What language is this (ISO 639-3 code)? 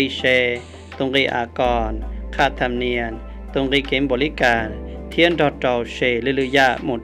hmn